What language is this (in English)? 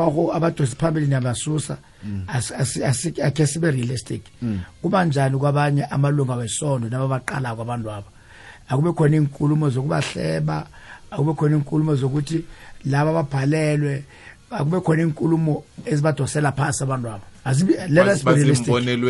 South Ndebele